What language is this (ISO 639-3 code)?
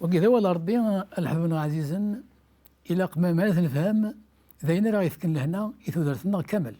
kab